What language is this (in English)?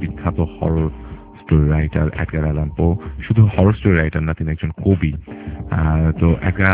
Bangla